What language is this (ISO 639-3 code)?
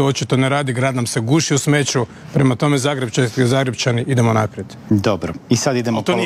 hrv